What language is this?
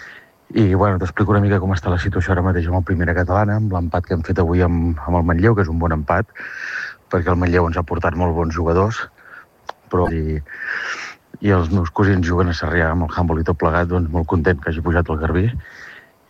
Catalan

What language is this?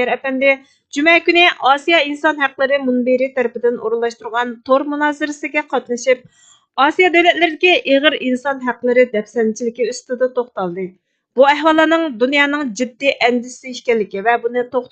Uyghur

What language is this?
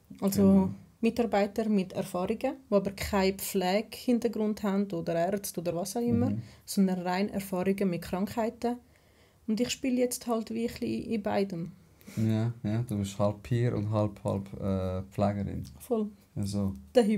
Swiss German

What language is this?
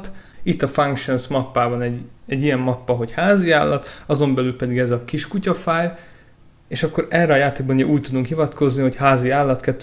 Hungarian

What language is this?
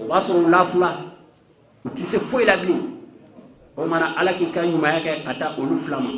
Bambara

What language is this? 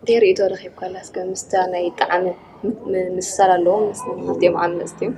Tigrinya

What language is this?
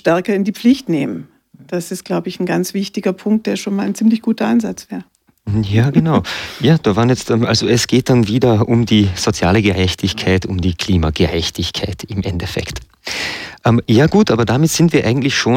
German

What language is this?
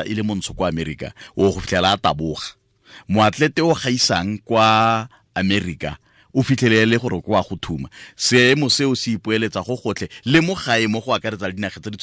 Tswana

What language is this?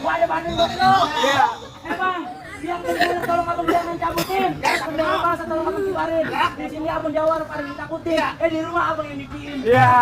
Betawi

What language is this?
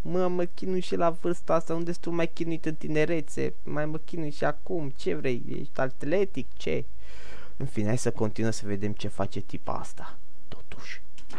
Romanian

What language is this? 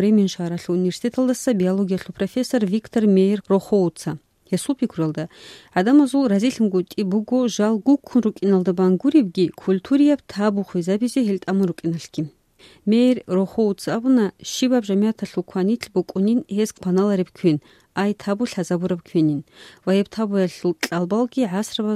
Avaric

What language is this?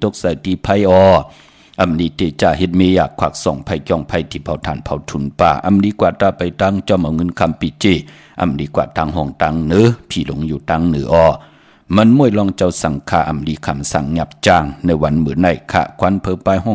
Shan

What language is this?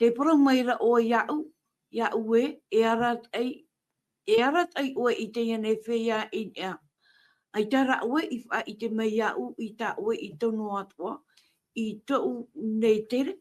Tahitian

